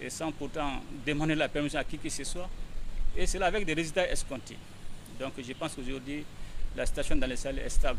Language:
Bambara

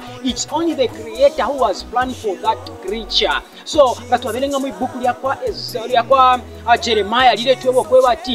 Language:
Bemba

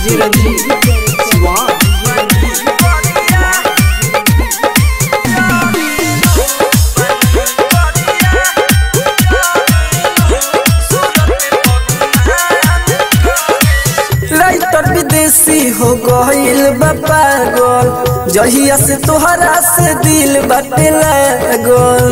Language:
Bhojpuri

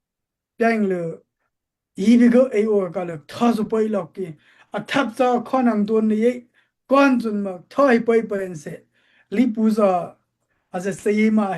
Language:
Daai Chin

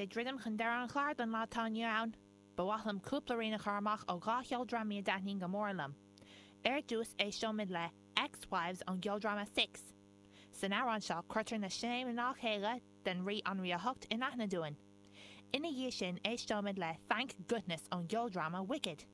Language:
Irish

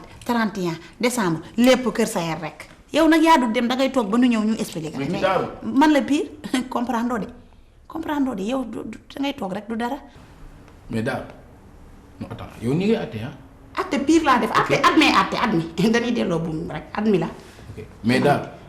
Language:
Wolof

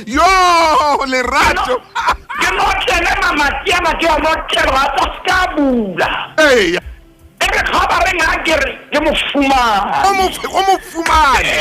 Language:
Southern Sotho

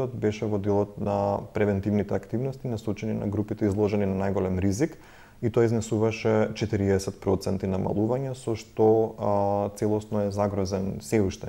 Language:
Macedonian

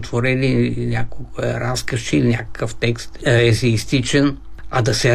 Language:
Bulgarian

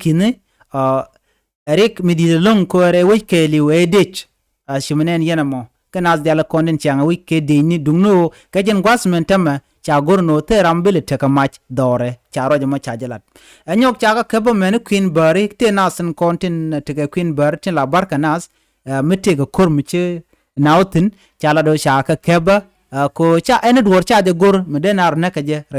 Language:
Nuer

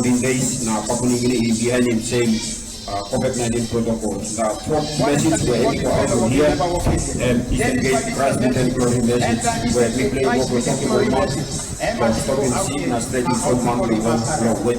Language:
Tok Pisin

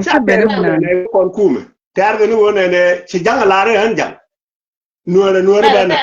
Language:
Nuer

